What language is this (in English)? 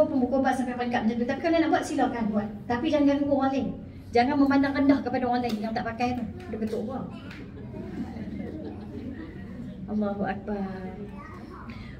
Malay